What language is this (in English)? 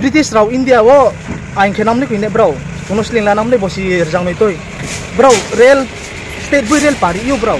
Riang (India)